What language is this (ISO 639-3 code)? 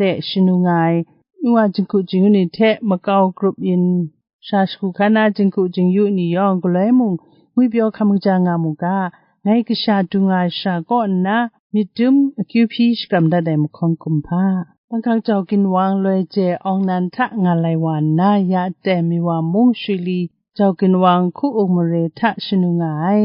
kac